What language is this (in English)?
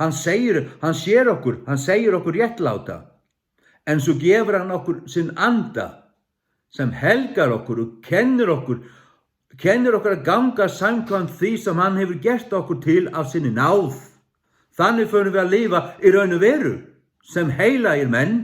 Faroese